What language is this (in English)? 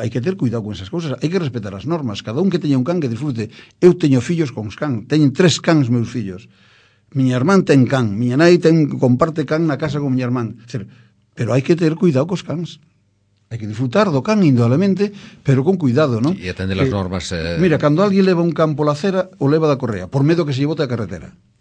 Galician